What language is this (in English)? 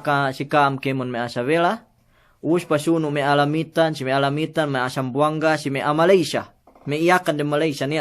Yakan